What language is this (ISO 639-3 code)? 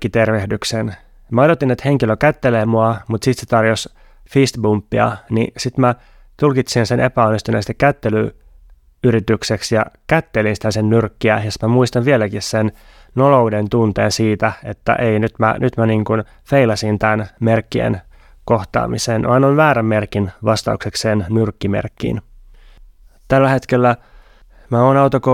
fin